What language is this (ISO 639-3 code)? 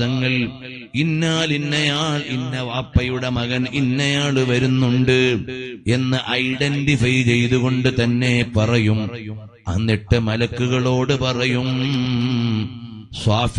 mal